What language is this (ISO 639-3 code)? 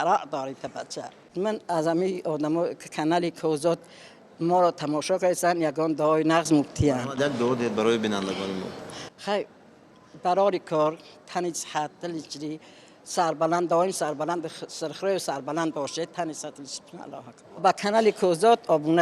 tgk